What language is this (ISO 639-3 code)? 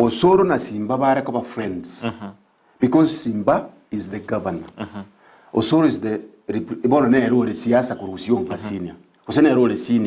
guz